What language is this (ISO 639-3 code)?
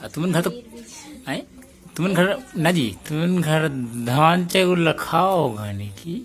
hne